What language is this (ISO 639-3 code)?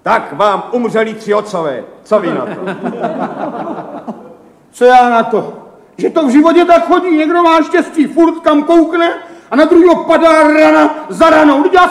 ces